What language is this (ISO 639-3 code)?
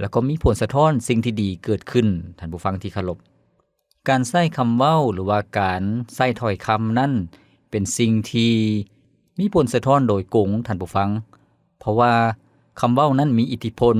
lao